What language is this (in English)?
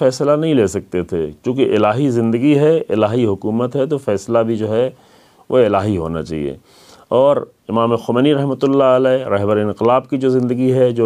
Urdu